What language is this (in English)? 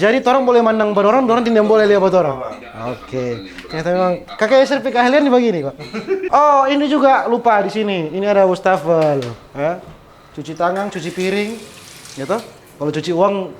Manado Malay